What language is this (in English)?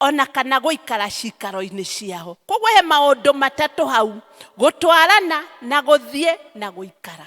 Kikuyu